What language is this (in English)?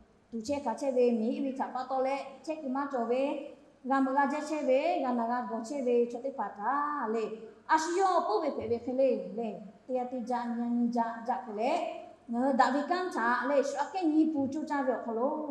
Lahu